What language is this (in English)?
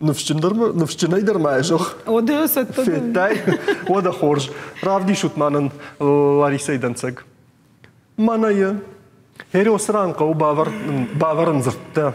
Ossetic